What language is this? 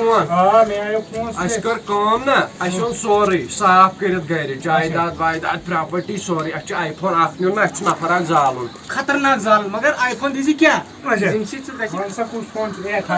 Kashmiri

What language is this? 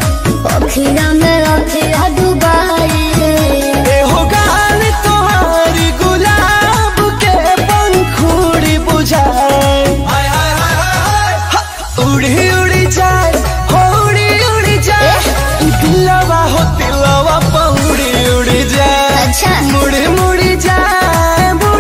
Bhojpuri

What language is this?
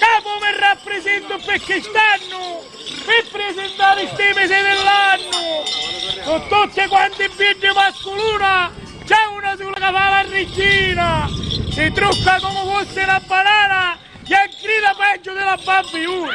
Sicilian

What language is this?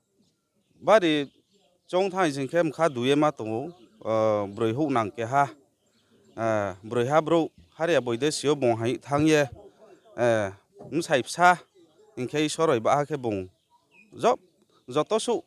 Riang (India)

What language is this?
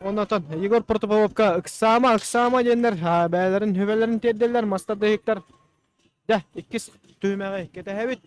Yakut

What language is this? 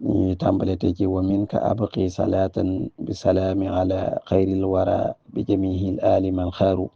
Wolof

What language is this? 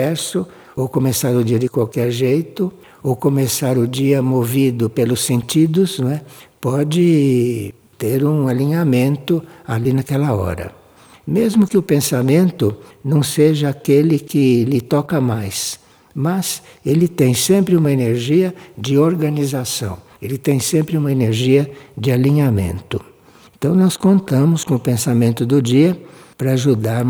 Portuguese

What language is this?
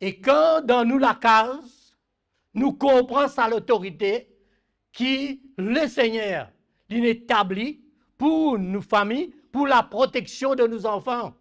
Morisyen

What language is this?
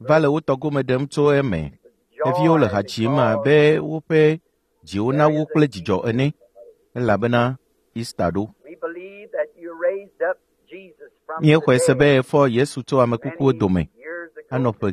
Ewe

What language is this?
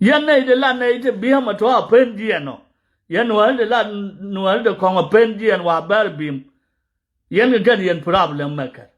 Nuer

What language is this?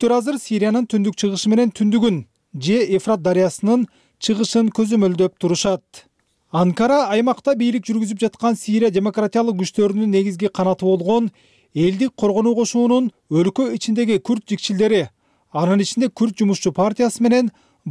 Kyrgyz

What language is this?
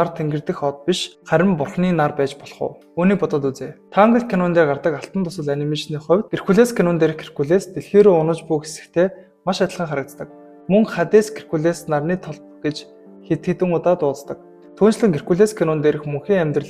Mongolian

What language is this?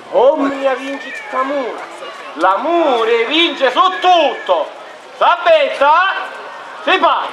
Sicilian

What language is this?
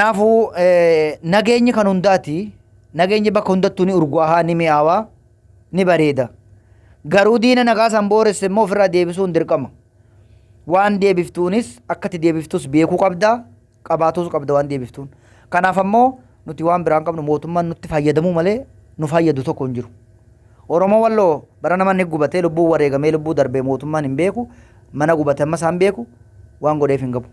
Oromo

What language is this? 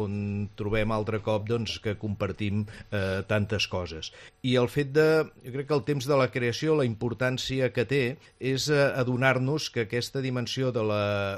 Catalan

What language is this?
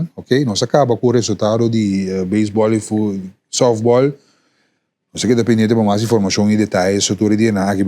Papiamento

